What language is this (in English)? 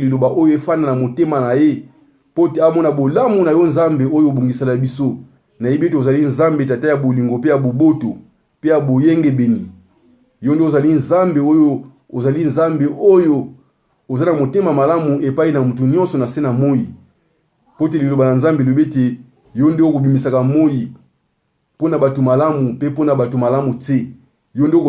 Lingala